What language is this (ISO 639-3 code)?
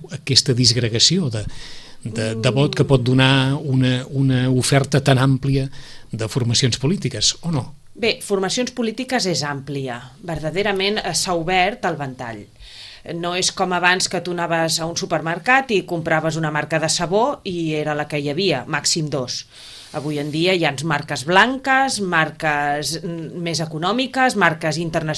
cat